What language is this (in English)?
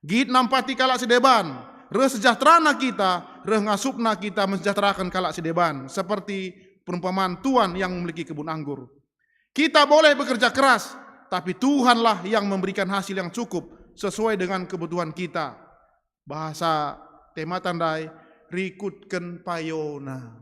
Batak Karo